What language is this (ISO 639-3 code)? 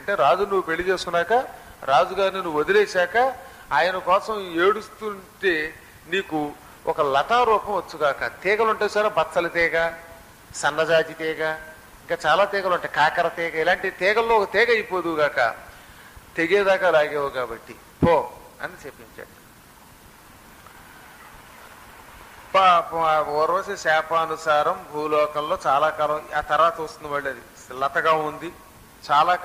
tel